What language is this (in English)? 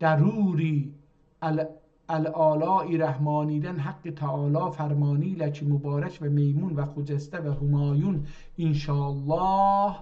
South Azerbaijani